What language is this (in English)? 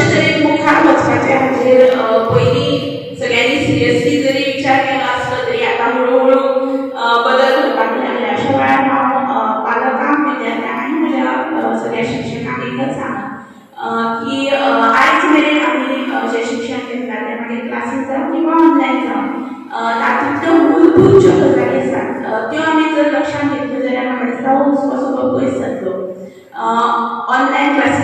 Konkani